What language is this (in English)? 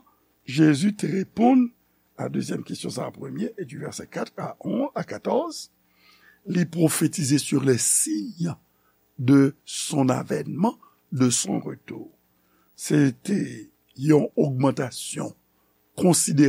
Haitian Creole